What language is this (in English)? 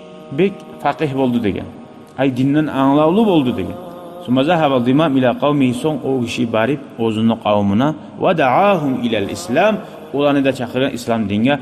Kumyk